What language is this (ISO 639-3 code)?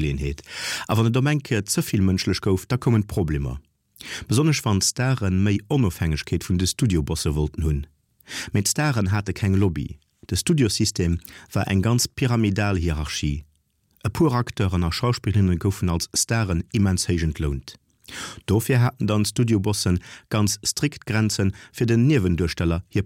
ltz